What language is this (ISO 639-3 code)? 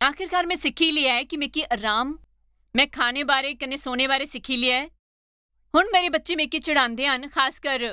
doi